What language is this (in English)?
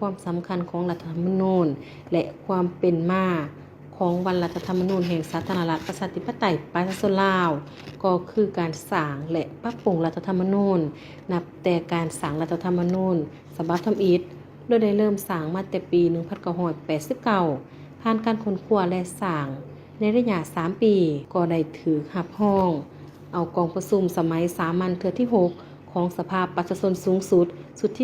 Lao